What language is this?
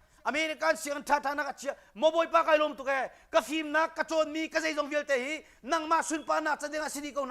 Hakha Chin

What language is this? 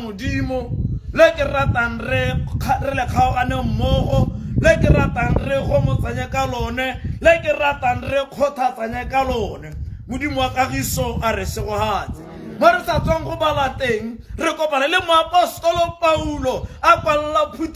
Tswana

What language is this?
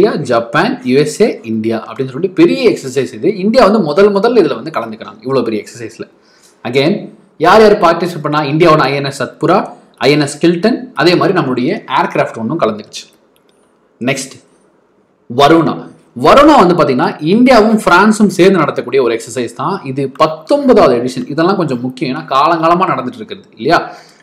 Tamil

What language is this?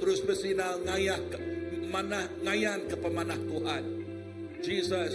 Iban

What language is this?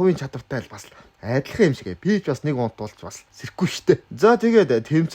Mongolian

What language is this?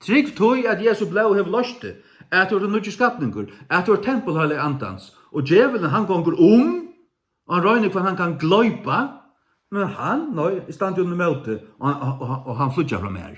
Faroese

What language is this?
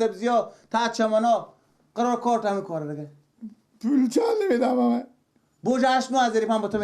Persian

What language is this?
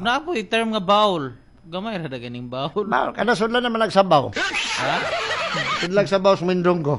Cebuano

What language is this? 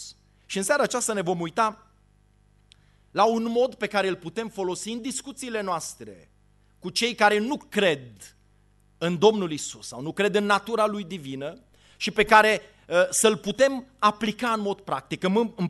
Romanian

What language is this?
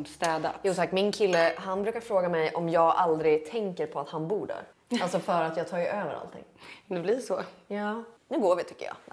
Swedish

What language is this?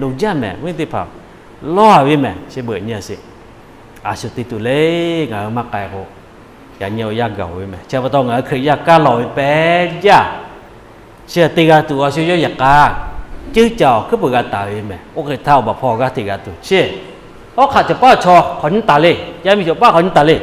Lahu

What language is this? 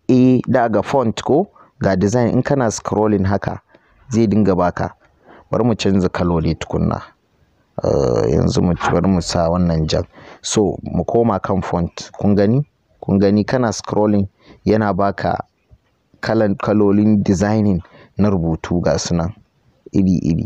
Hausa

